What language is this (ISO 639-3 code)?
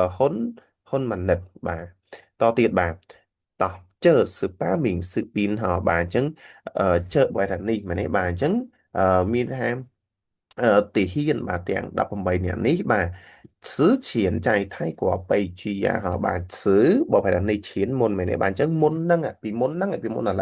khm